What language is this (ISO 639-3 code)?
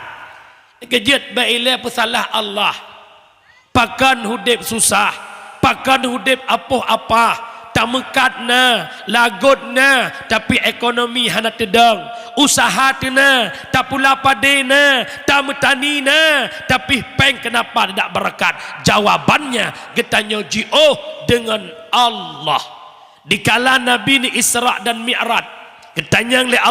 ace